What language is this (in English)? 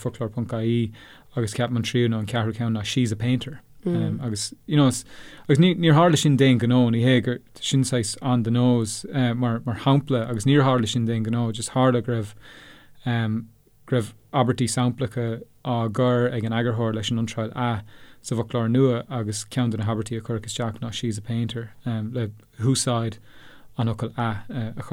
Irish